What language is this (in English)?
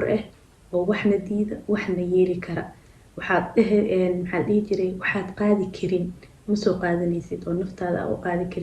Somali